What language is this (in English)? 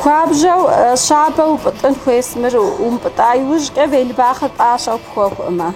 Kabardian